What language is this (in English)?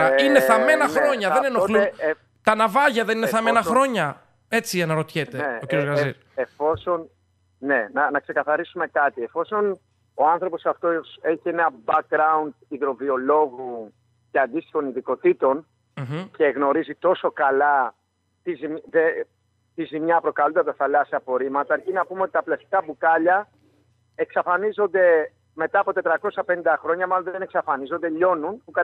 Greek